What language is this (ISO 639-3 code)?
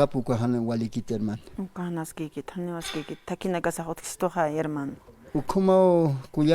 aym